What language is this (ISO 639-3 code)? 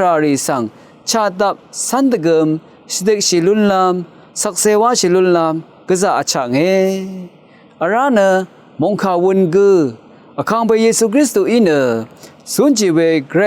raw